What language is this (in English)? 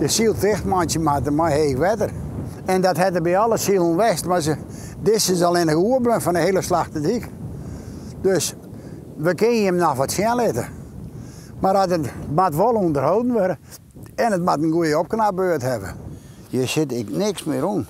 Western Frisian